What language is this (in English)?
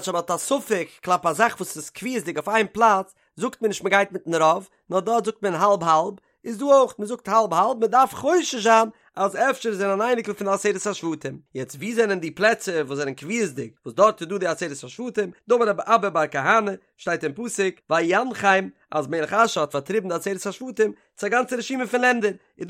Yiddish